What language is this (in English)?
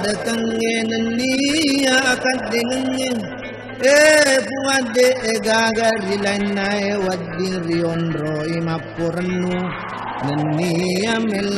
Buginese